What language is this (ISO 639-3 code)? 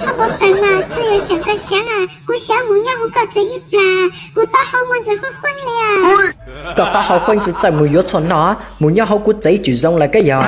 hmn